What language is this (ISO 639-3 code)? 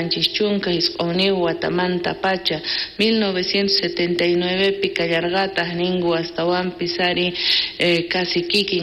quh